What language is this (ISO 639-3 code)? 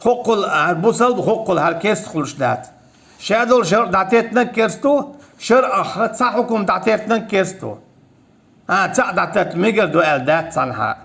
che